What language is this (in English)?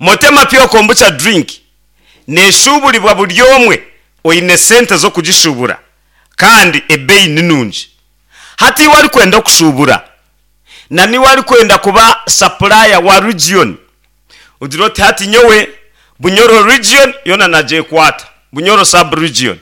Nyankole